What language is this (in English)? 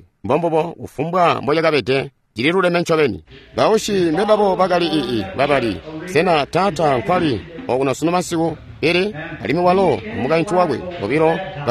Tonga (Zambia)